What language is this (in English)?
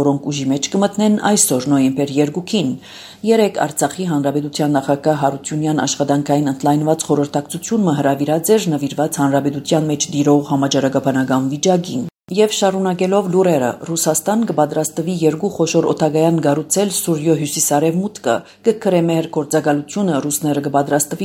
Armenian